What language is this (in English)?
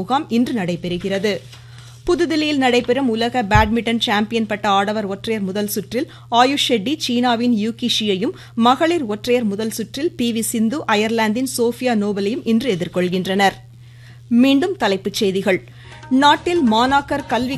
Tamil